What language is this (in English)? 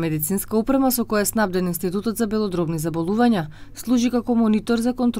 Macedonian